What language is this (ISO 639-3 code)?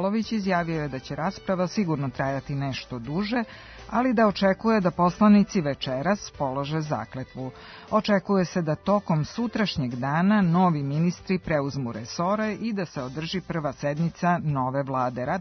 srp